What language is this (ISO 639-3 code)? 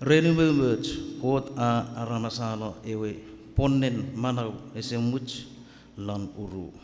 chk